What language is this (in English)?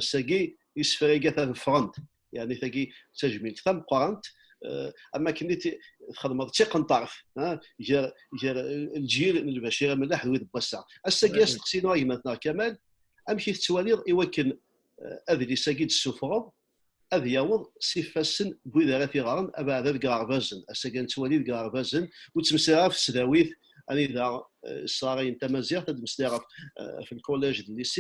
Kabyle